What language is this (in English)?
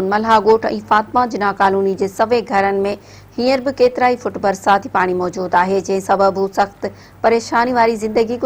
Sindhi